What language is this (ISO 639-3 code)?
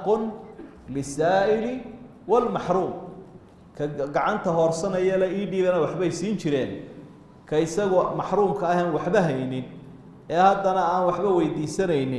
som